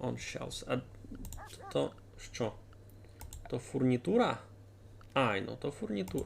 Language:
Rusyn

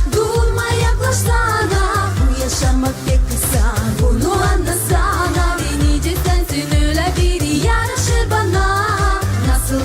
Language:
Gagauz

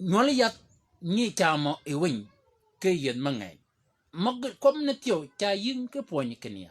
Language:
Shilluk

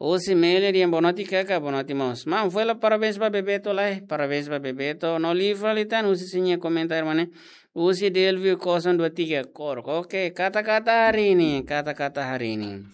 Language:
Tetum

